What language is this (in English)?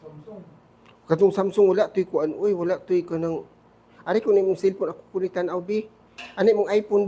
Cebuano